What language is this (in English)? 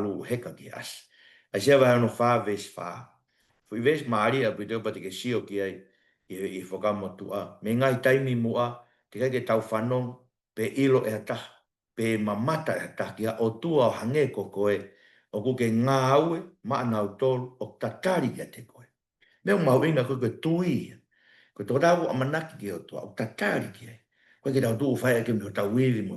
Tongan